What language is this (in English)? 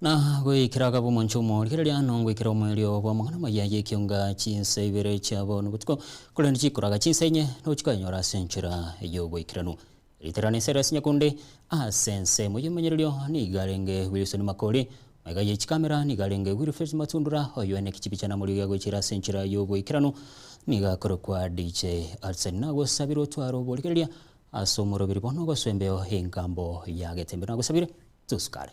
Gusii